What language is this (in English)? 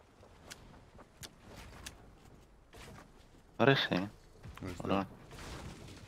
Dutch